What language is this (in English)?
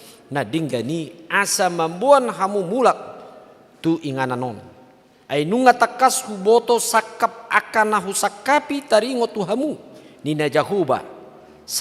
Batak Toba